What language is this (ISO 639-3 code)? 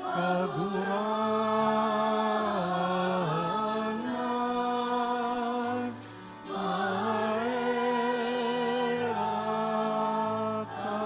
bik